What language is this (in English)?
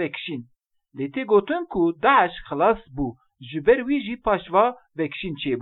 Kurdish